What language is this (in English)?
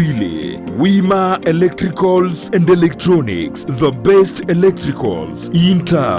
Gusii